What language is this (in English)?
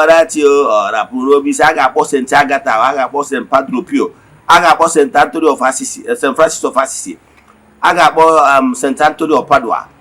Igbo